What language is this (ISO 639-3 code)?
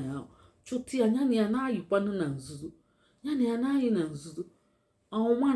ibo